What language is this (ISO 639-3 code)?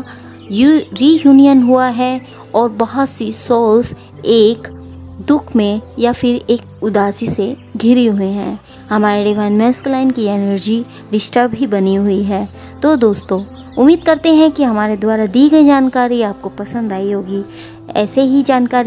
hin